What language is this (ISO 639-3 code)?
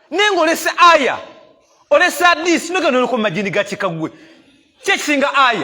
lug